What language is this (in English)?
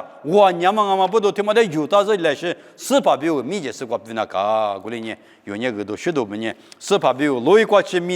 Lisu